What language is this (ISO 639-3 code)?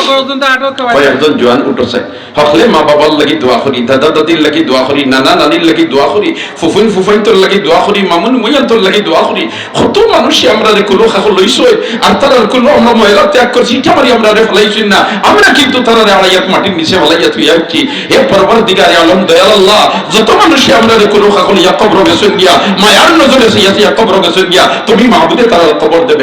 syl